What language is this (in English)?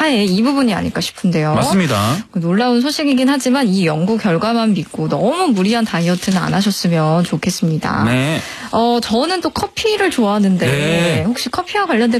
Korean